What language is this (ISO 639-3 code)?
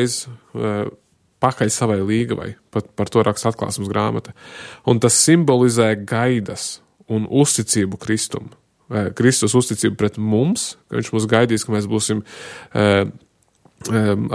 lav